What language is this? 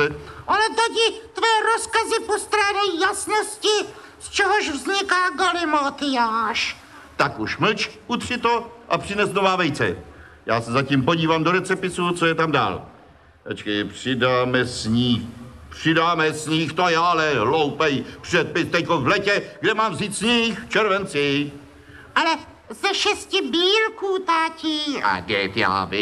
Czech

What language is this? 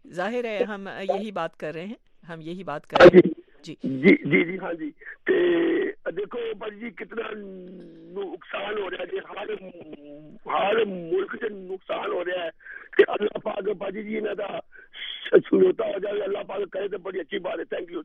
Urdu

